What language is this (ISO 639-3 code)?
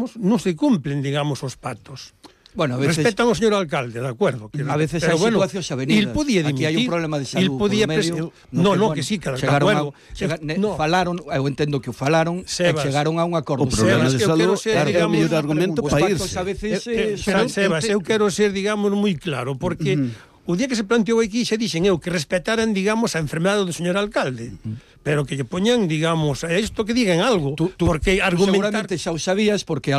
glg